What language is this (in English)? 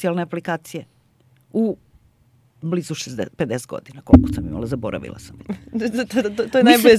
Serbian